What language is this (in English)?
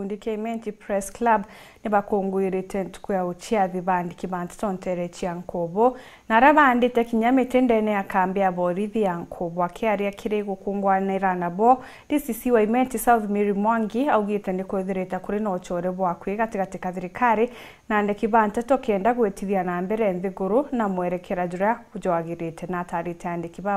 Meru